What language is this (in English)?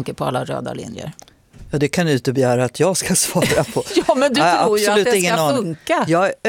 Swedish